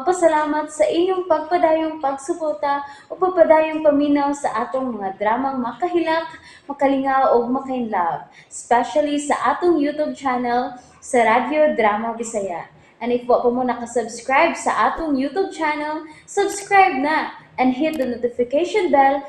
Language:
Cebuano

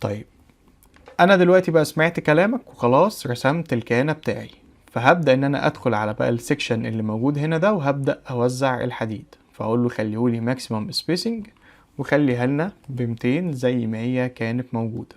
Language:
Egyptian Arabic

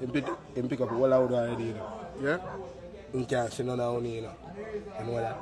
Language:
Jamaican Creole English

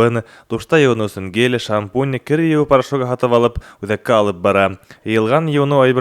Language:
Bashkir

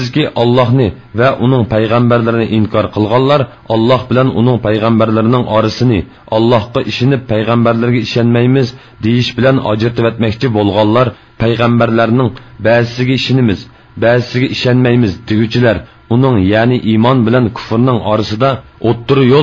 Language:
Uyghur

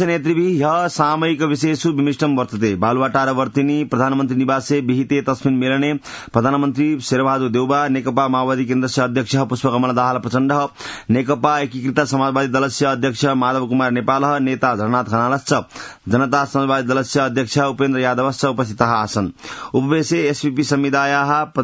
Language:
Sanskrit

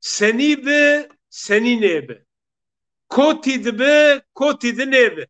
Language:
Zaza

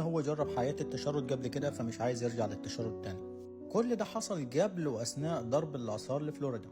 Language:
Egyptian Arabic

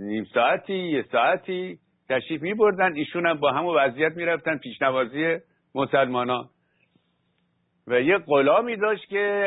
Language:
Persian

